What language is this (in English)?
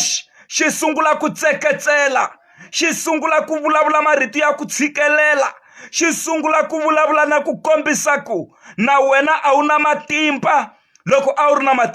Tsonga